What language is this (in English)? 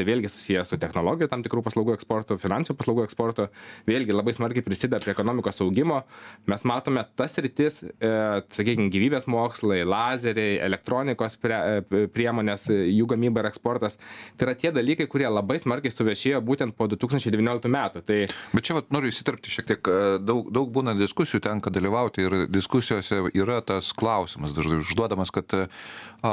Lithuanian